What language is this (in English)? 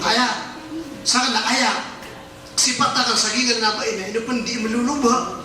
Maranao